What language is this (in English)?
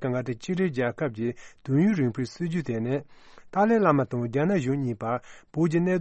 Tibetan